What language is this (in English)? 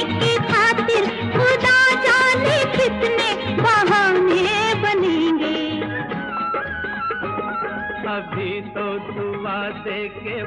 Hindi